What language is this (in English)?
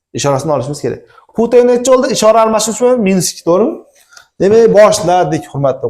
Uzbek